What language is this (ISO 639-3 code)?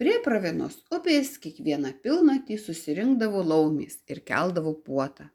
lit